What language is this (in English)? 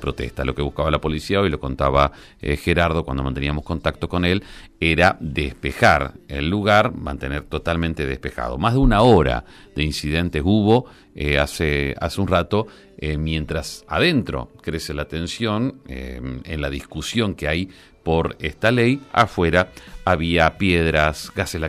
Spanish